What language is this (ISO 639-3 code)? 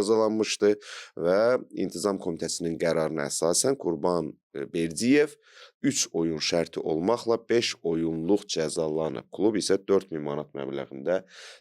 aze